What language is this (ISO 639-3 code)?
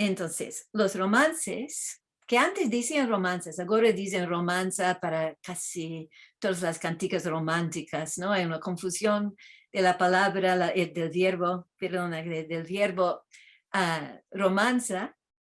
lad